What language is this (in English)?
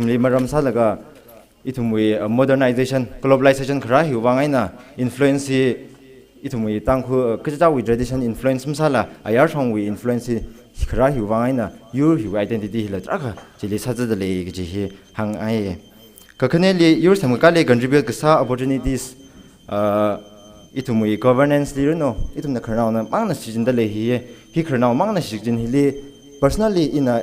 Tangkhul Naga (India)